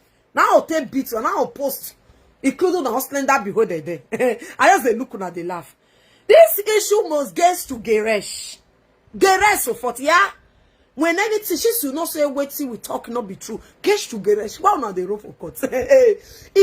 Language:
Nigerian Pidgin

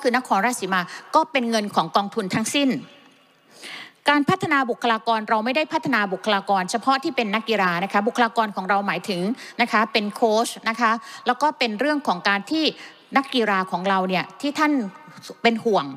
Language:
Thai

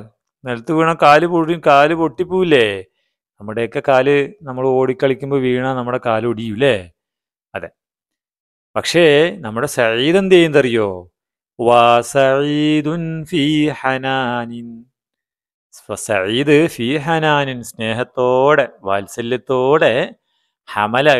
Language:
Malayalam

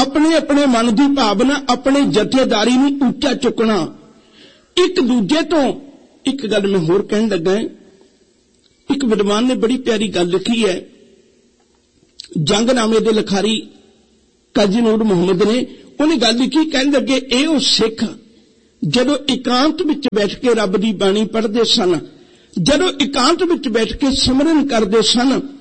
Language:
Punjabi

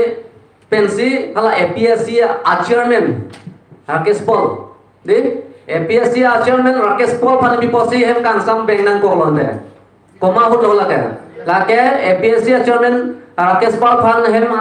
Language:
Karbi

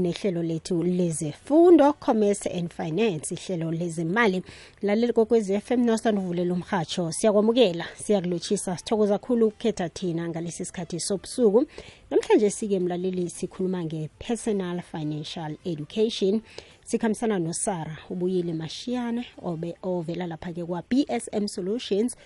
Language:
South Ndebele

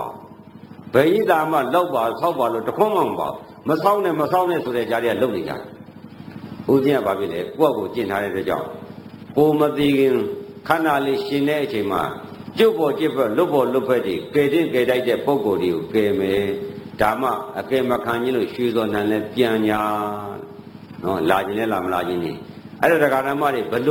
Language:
Burmese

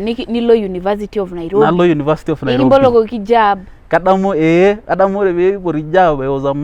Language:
Masai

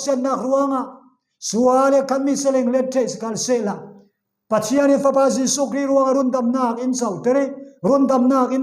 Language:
Falam Chin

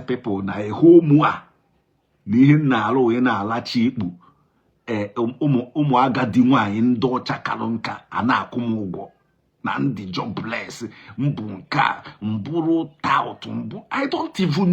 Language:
Igbo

